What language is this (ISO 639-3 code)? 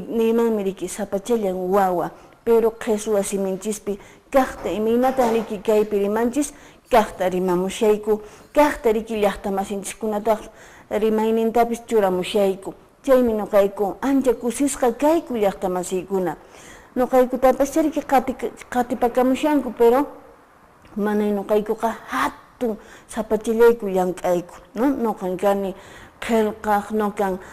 que